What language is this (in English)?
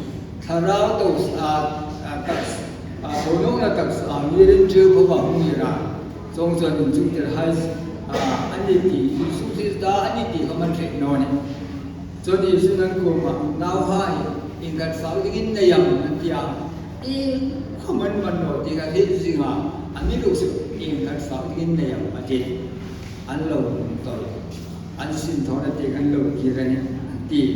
Hmar